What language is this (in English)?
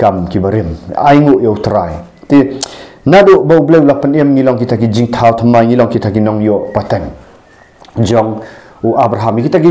Khasi